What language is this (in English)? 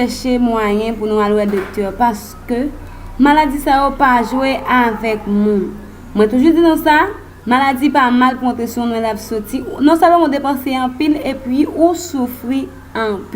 Haitian Creole